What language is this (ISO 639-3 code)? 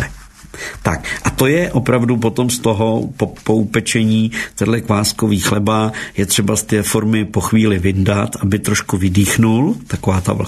ces